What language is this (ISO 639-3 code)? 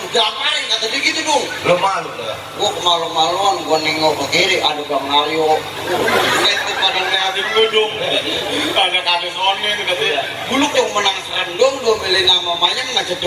bew